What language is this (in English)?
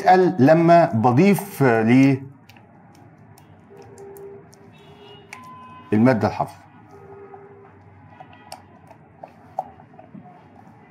Egyptian Arabic